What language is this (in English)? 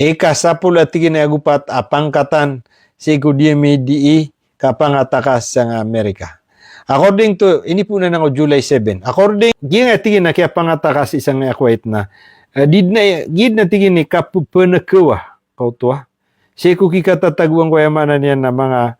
Maranao